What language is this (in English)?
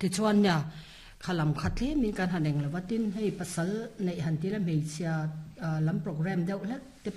Mizo